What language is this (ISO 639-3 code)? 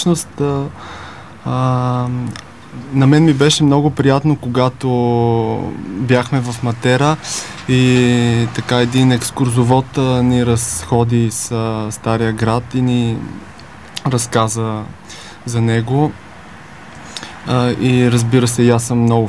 bul